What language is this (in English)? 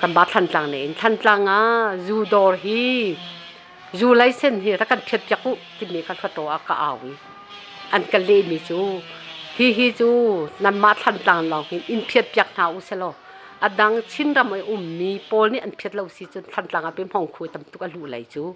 Hakha Chin